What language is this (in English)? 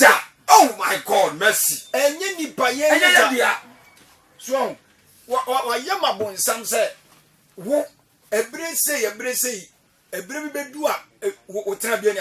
Akan